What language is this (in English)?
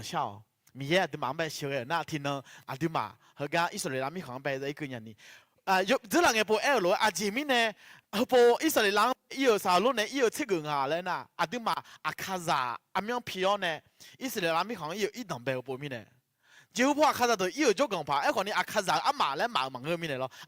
Akha